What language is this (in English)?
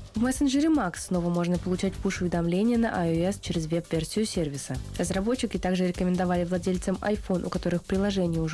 Russian